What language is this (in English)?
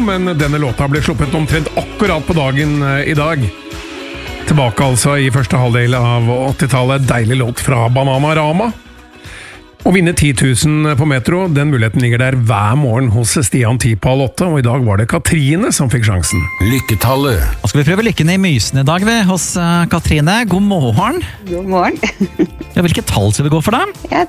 Norwegian